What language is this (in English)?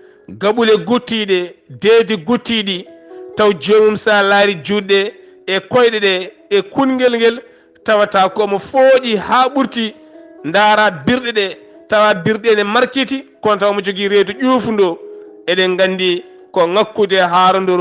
Fula